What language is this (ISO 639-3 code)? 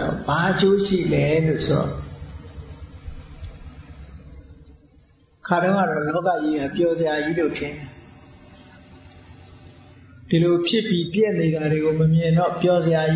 mya